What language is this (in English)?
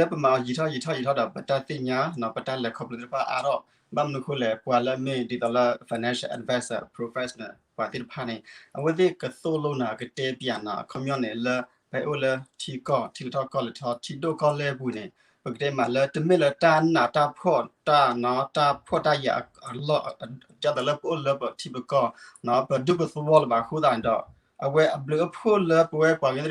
S'gaw Karen